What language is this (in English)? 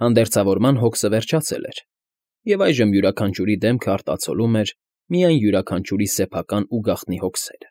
Armenian